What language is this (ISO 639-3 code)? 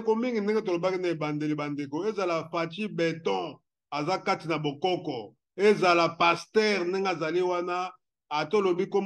lin